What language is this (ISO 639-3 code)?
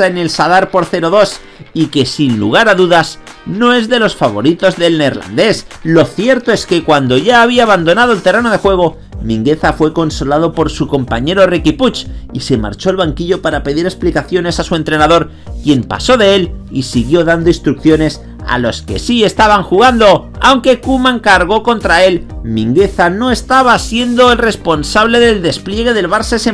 spa